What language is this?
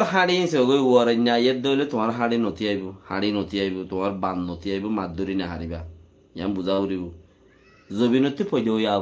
Rohingya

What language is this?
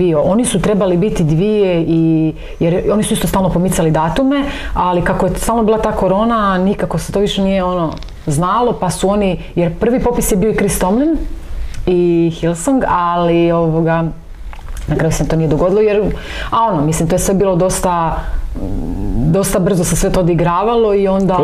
Croatian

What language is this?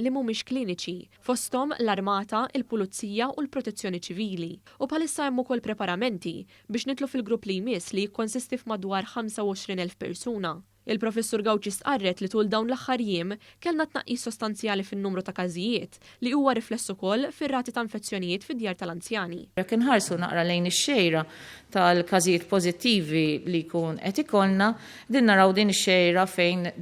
Maltese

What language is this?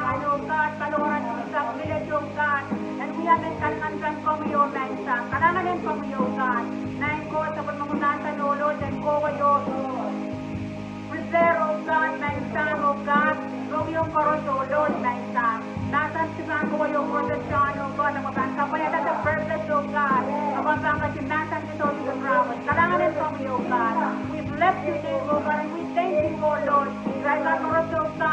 Pohnpeian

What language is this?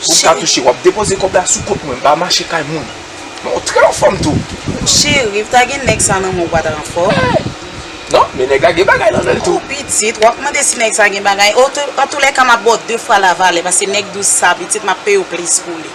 Haitian Creole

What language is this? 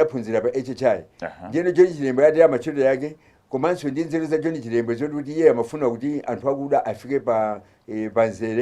Nyanja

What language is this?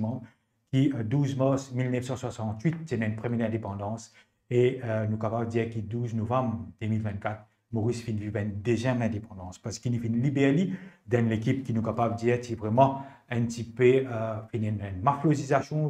Morisyen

